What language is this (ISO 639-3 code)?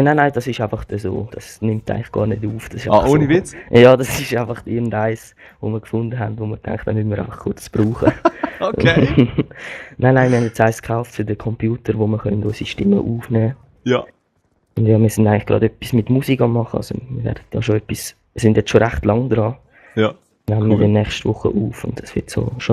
gsw